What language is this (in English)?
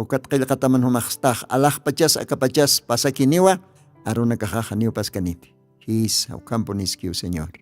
Aymara